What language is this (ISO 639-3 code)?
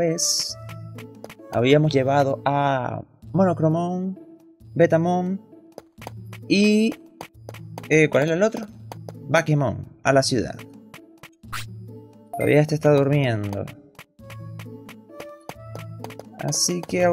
spa